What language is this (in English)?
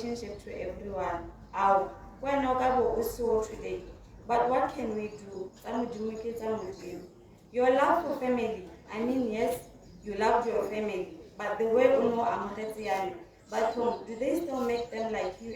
Tswana